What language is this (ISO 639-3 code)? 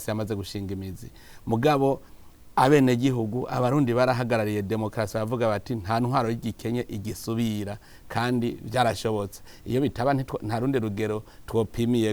run